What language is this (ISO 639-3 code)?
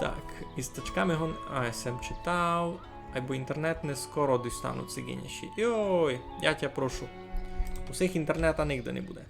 rue